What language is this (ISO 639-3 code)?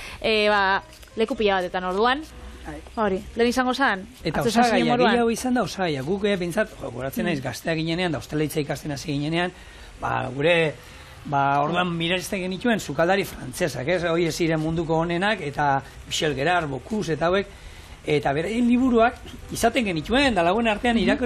eus